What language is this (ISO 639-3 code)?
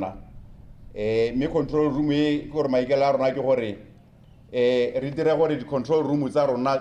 tsn